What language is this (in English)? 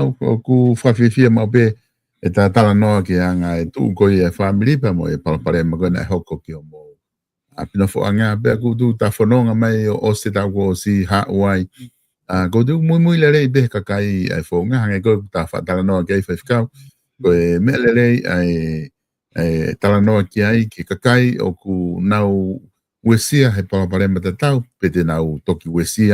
Tongan